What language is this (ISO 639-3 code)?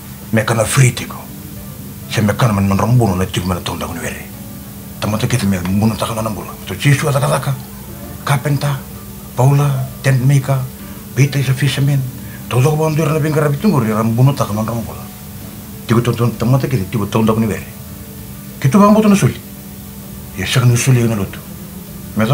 fij